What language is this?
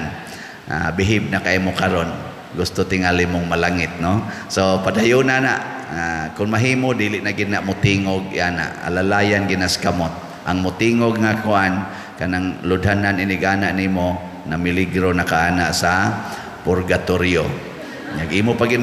Cebuano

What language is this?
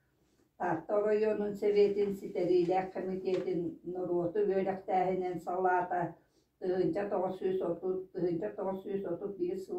Yakut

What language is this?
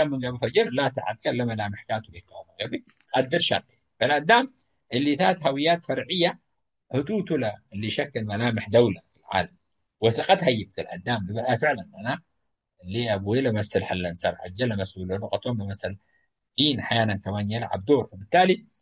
Tigre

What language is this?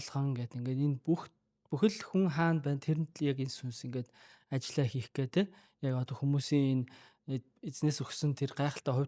Mongolian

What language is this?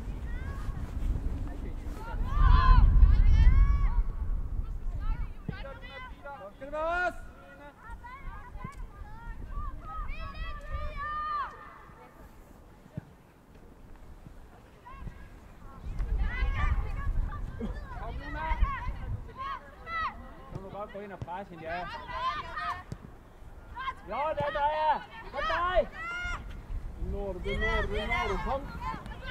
Danish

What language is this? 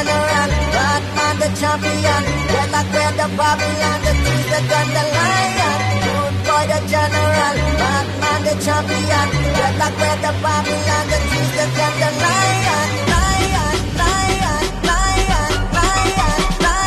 English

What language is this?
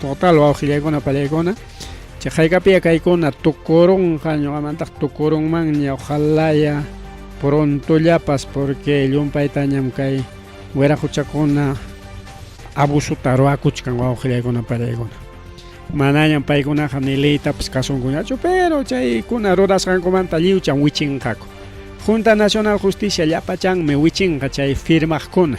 Ayacucho Quechua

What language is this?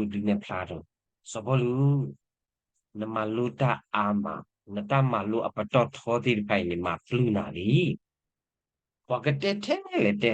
S'gaw Karen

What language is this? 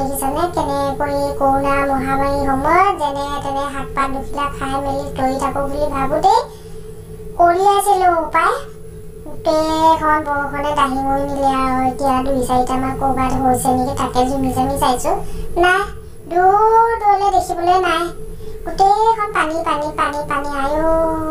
Assamese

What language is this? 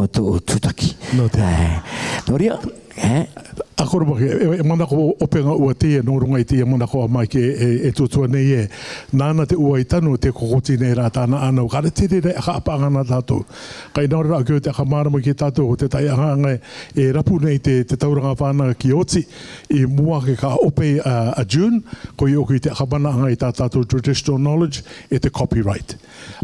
Rarotongan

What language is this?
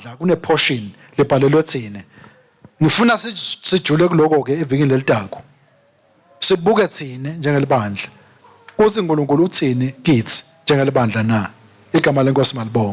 Swati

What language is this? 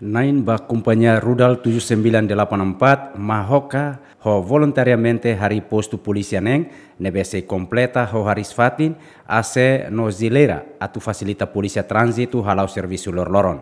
Tetum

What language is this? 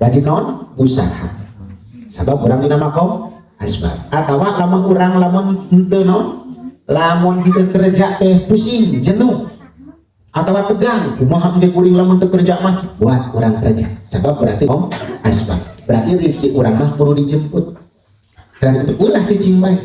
Sundanese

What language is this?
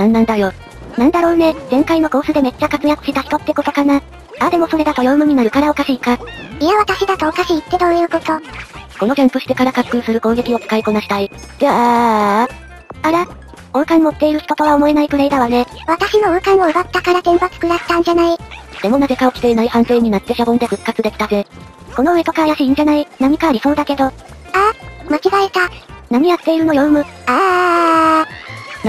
Japanese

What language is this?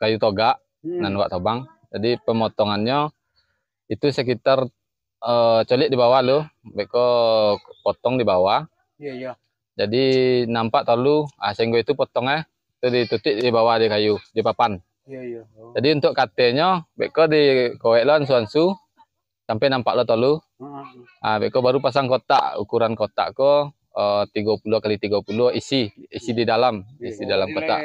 Minangkabau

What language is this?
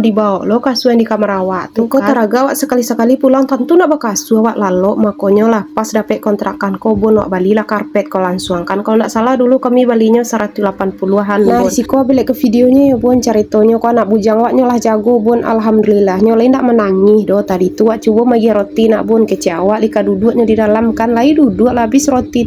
Minangkabau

